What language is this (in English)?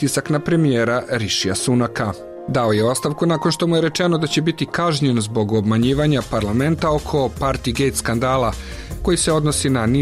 Bosnian